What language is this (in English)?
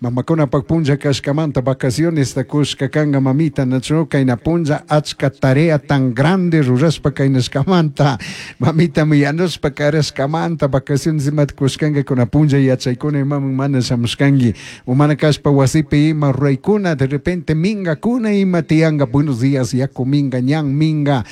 Chimborazo Highland Quichua